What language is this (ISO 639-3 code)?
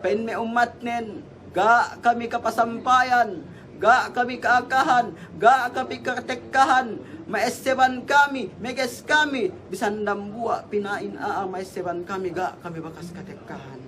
yka